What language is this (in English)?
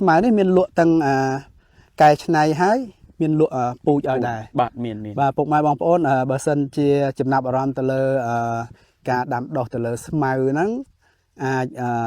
Khmer